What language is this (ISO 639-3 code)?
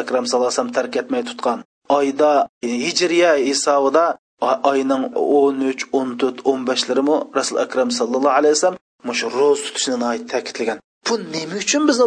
uig